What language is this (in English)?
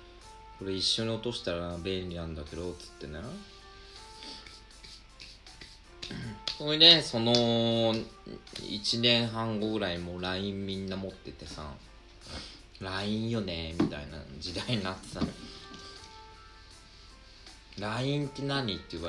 Japanese